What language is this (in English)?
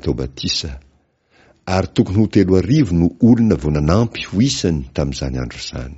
Malagasy